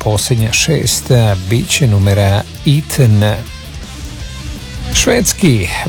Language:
Croatian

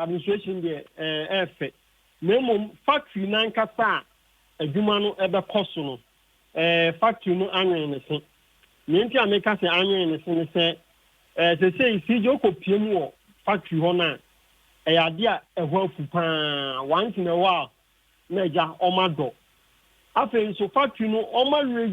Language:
Akan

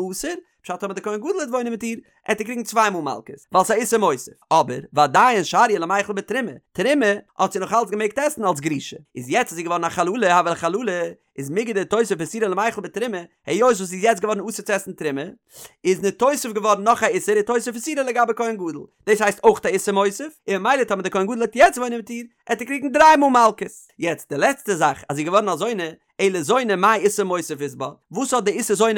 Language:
Yiddish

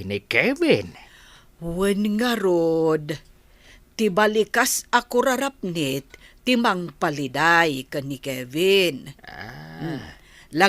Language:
Iloko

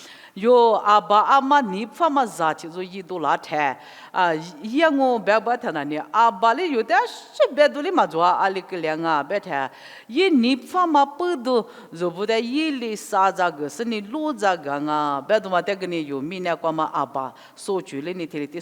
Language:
Lisu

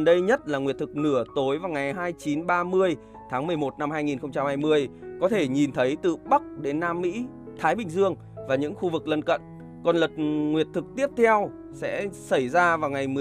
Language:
Vietnamese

